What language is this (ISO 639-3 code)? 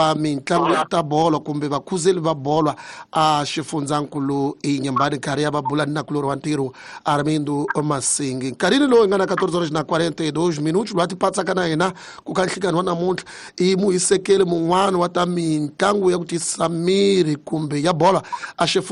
tso